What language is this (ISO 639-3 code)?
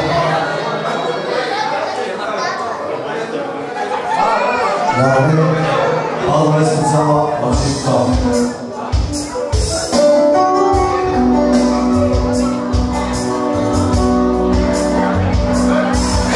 bul